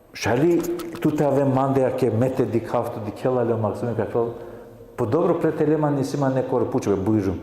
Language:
Balkan Romani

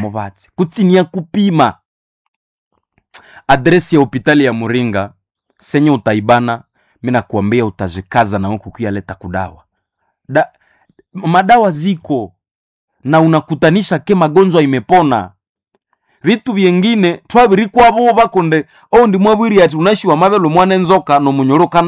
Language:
Swahili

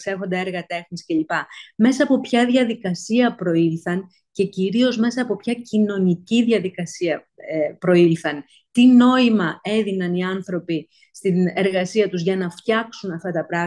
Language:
Greek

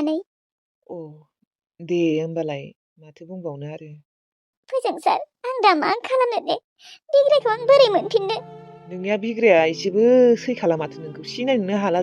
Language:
Bodo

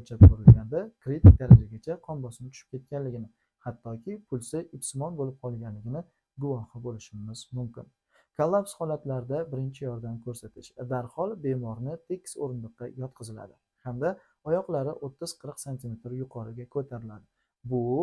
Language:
Uzbek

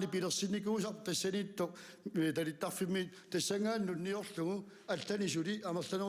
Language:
Kalaallisut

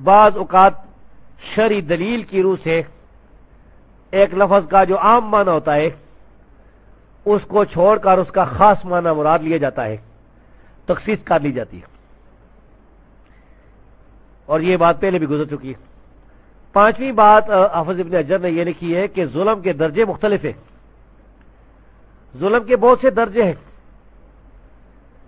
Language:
Urdu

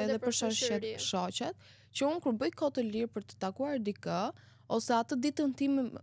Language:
Albanian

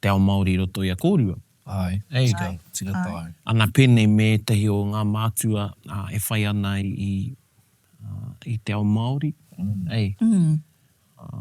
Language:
Māori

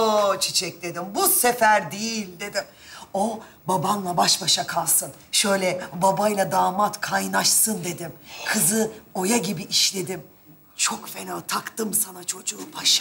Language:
Turkish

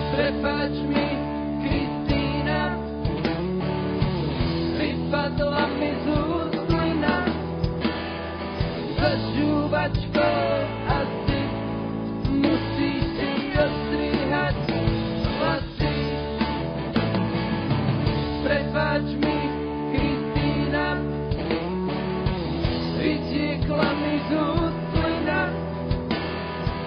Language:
Slovak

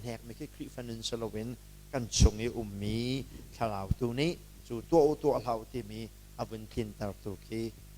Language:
Hakha Chin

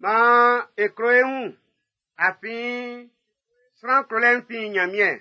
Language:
Baoulé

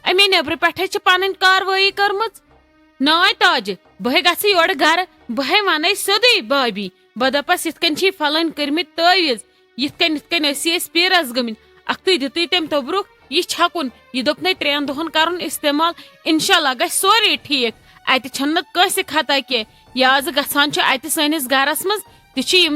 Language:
Kashmiri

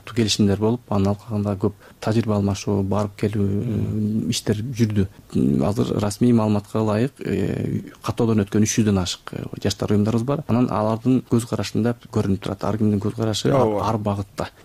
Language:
Kyrgyz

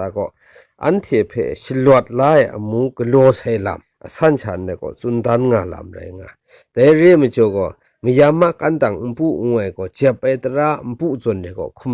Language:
Kachin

